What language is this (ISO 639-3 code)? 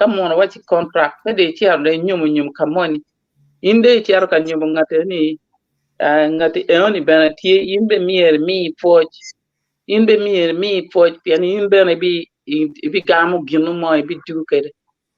ach